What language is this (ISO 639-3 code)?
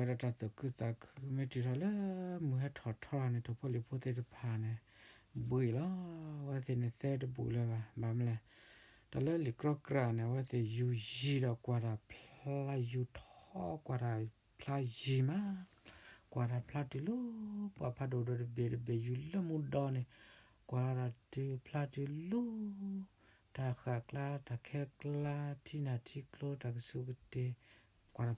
ksw